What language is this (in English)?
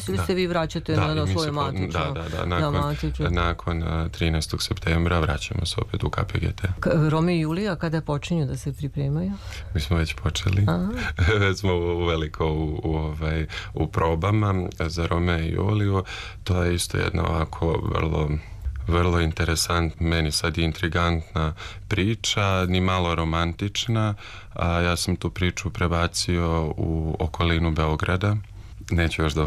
Serbian